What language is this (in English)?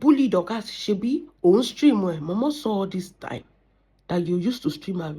Yoruba